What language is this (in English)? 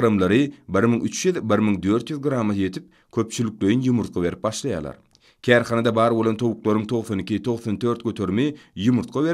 Turkmen